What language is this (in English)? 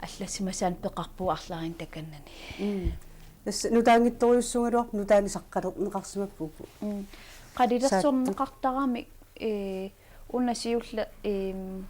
Kalaallisut